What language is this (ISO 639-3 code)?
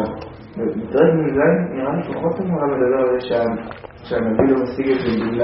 heb